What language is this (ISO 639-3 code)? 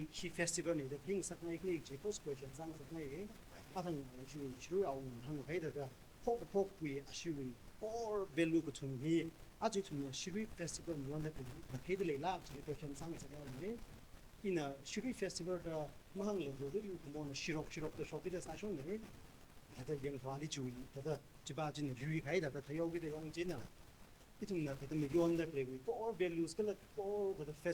nmf